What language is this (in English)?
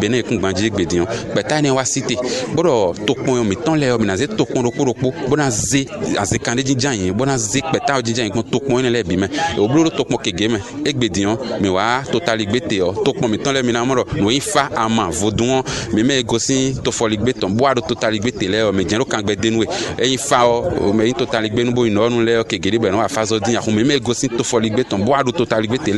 Fon